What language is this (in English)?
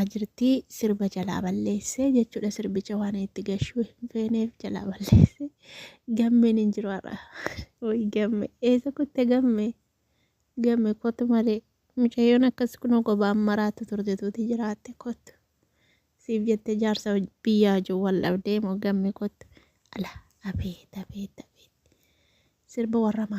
Oromo